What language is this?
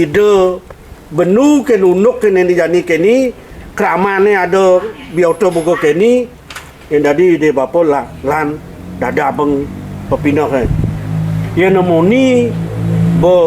Balinese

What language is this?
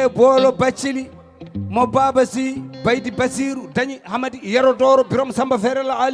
Fula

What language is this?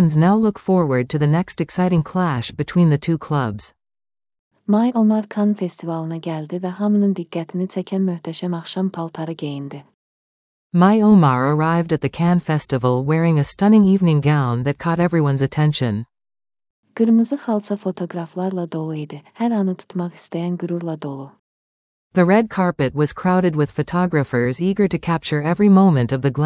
Azerbaijani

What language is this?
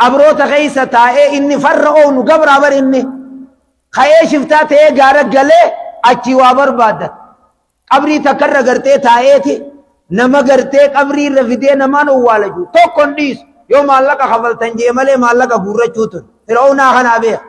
Oromo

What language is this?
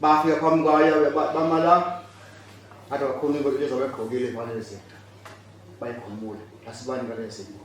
Zulu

